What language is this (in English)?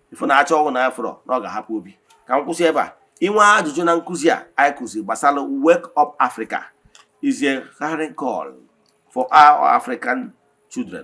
Igbo